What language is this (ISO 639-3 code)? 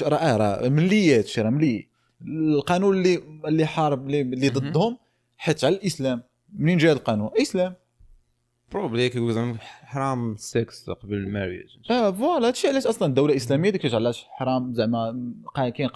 ary